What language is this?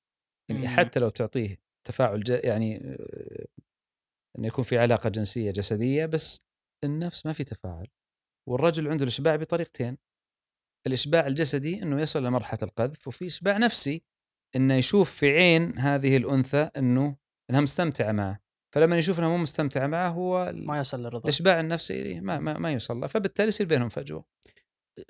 Gulf Arabic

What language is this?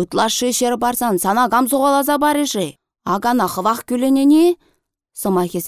Chuvash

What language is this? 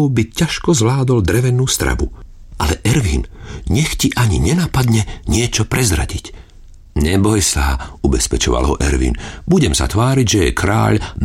Slovak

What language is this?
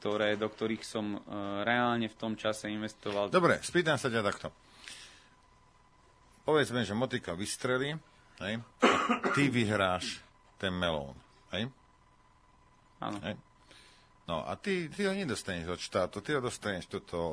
Slovak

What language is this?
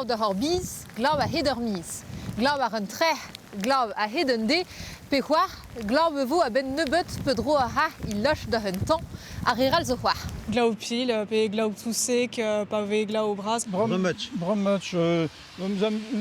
Breton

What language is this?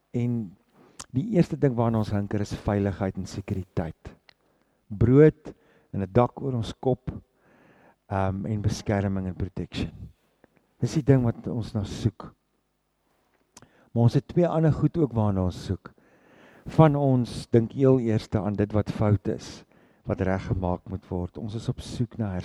Afrikaans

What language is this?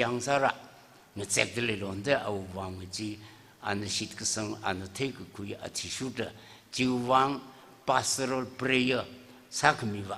Tangkhul Naga (India)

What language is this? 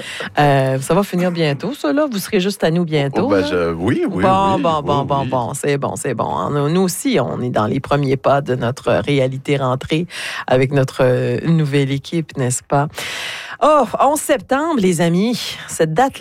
French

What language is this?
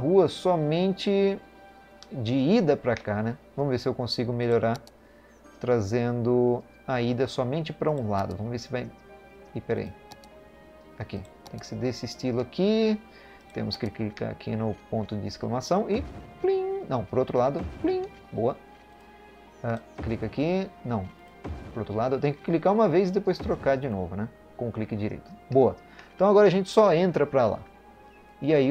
Portuguese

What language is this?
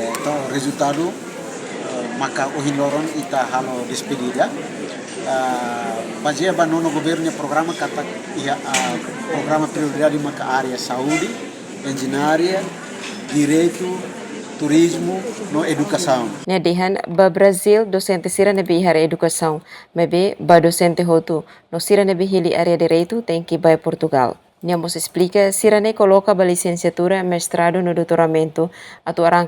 Tetum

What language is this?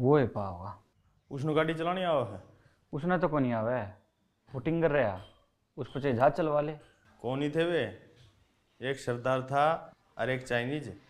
Haryanvi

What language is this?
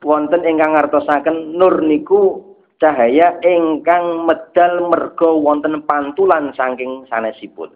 Javanese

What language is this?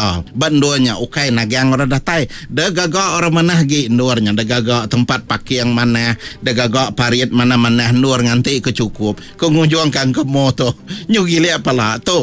Iban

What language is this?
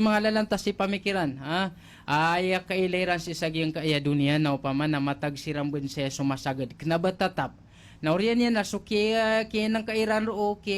Maranao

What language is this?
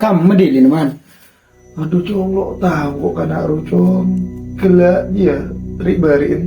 Madurese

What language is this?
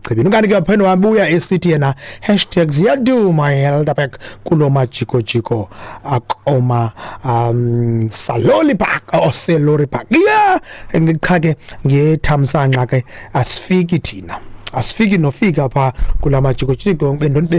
Xhosa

